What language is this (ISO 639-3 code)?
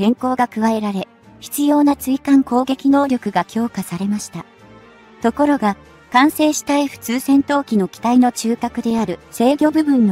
jpn